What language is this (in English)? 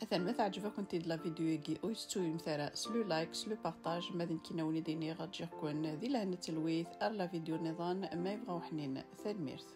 Kabyle